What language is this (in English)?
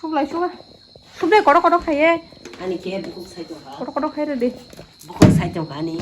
Kok Borok